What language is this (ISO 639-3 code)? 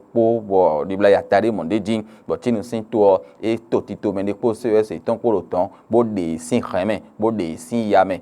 fon